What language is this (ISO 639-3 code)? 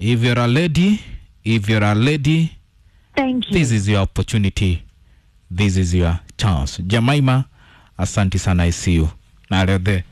kik